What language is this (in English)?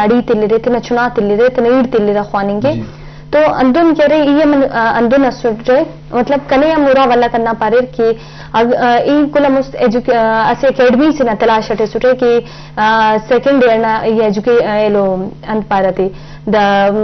Eastern Balochi